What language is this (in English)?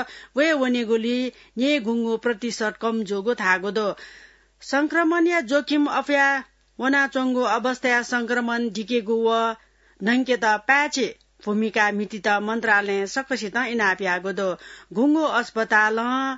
Newari